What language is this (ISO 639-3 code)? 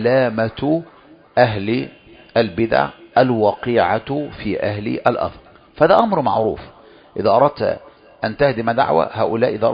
ara